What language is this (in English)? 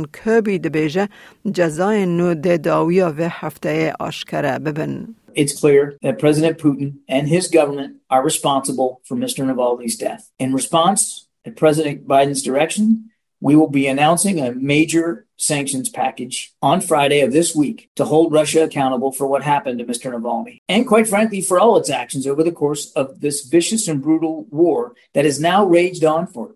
Kurdish